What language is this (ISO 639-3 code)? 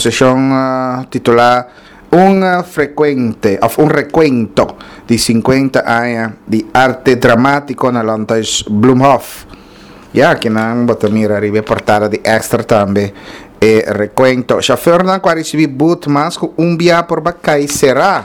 pap